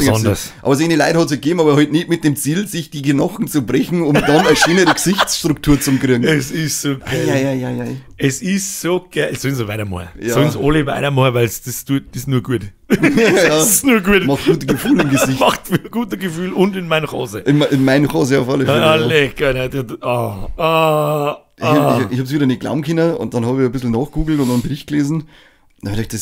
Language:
Bavarian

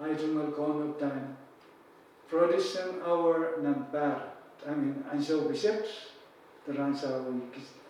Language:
Pohnpeian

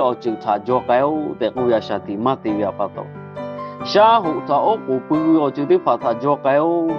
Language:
Lahu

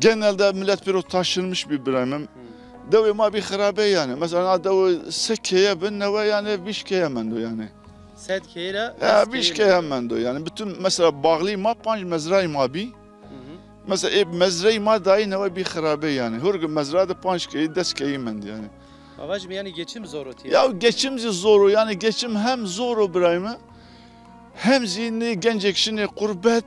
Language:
Zaza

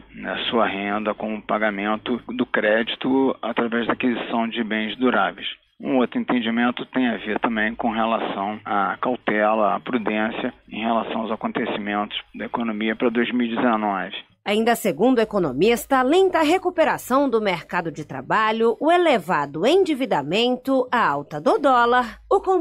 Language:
Portuguese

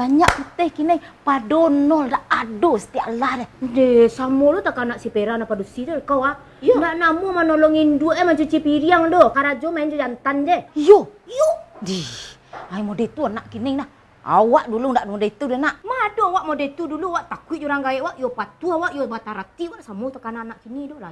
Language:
Minangkabau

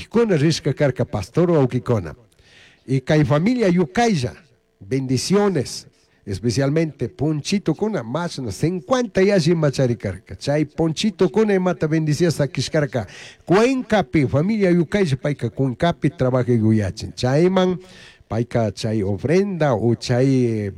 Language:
Chimborazo Highland Quichua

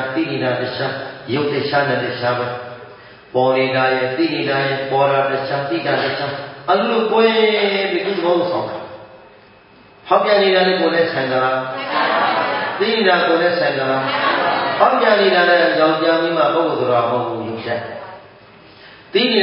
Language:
Burmese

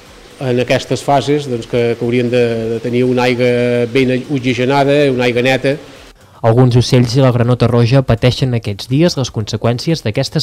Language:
Catalan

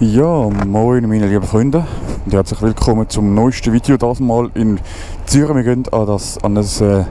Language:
Swiss German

